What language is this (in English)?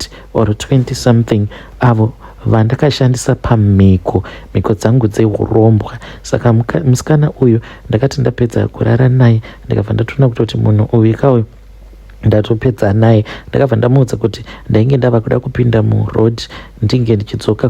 Shona